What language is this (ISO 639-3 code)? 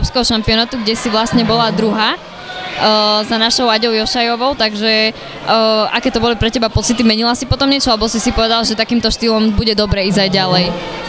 slk